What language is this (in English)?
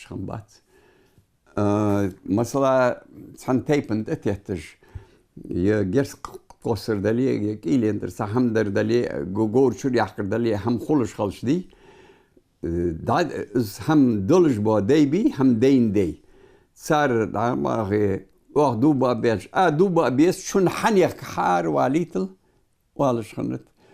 Ingush